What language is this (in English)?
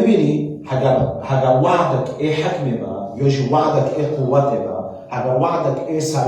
Kurdish